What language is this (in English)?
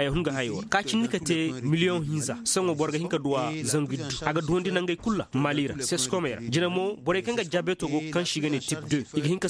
Koyraboro Senni